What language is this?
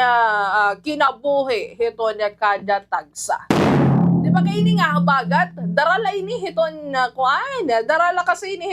Waray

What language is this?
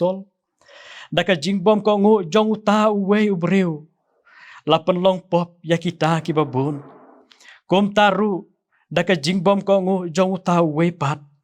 Khasi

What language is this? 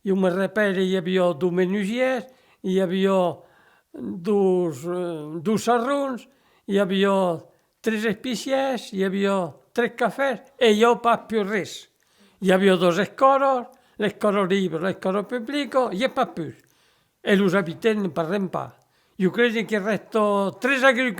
Occitan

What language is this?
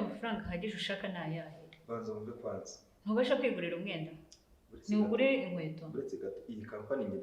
Kinyarwanda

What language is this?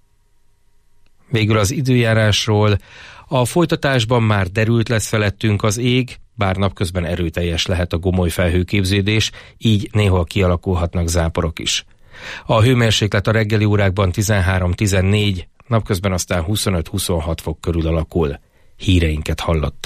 Hungarian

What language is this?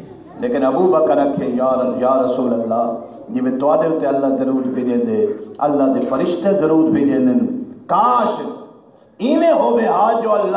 Saraiki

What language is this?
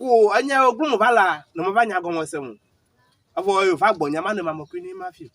Ewe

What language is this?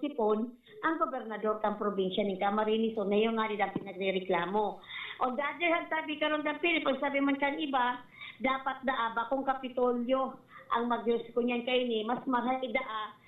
Bikol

